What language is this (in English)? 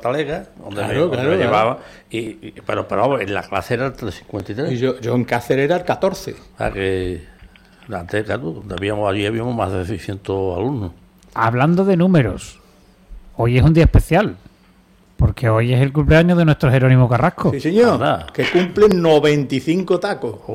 Spanish